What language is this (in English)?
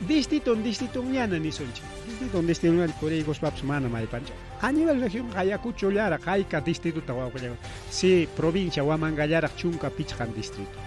Ayacucho Quechua